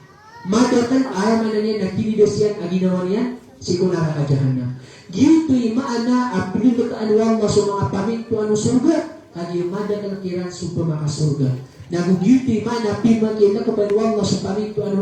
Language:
Maranao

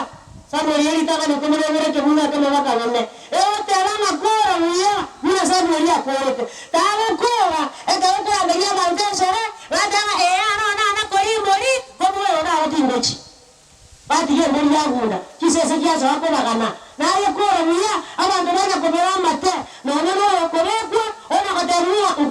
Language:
Gusii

